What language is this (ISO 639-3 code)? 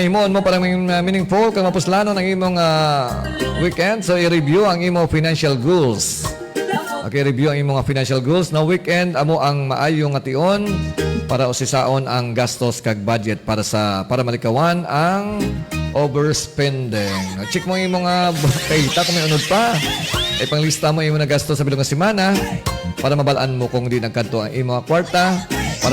hil